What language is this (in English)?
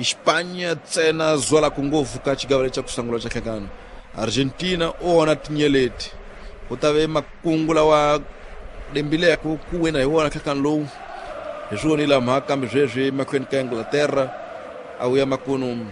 Tsonga